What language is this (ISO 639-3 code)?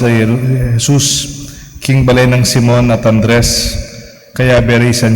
pam